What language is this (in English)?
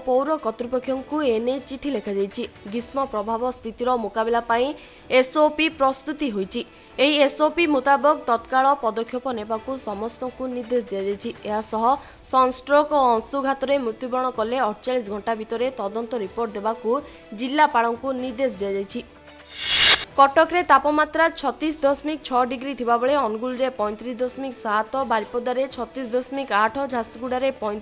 Odia